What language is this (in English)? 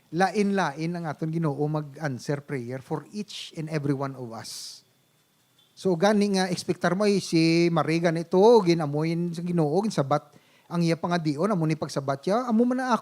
Hiligaynon